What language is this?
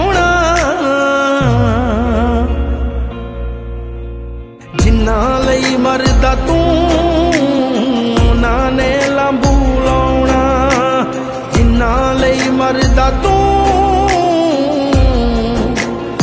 Punjabi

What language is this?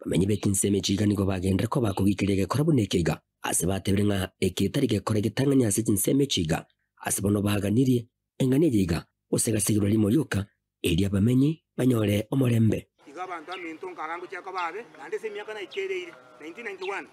Gusii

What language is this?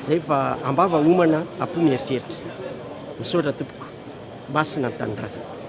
Malagasy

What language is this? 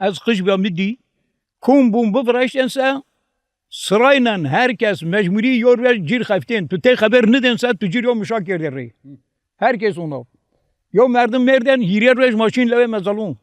Zaza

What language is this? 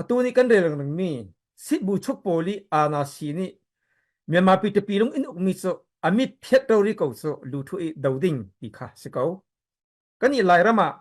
Falam Chin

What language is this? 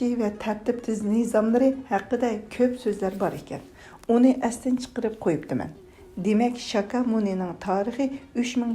Uyghur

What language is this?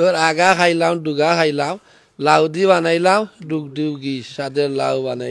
Sylheti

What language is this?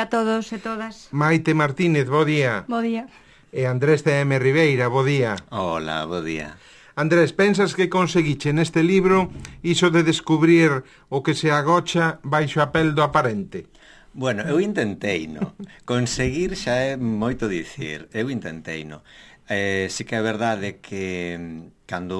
Galician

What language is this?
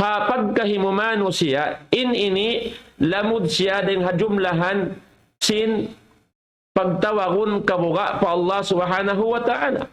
Tausug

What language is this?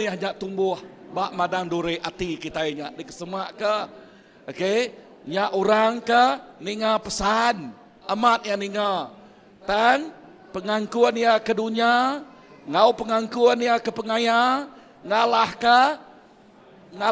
Iban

